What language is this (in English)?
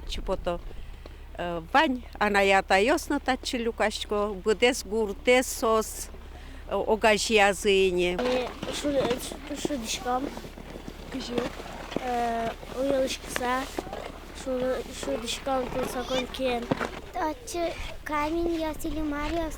Udmurt